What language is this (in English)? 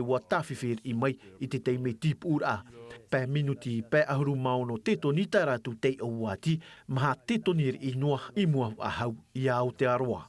Tahitian